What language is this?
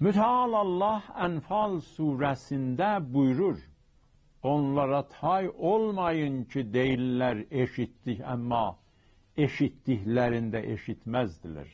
South Azerbaijani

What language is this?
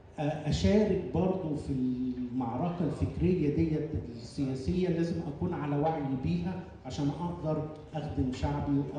Egyptian Arabic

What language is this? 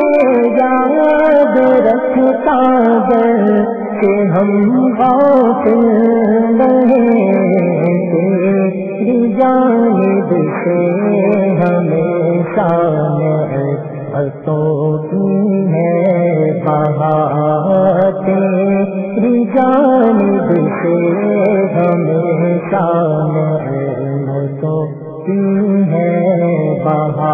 Urdu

